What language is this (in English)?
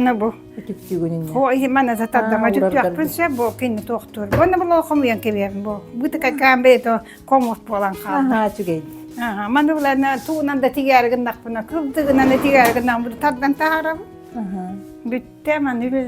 Yakut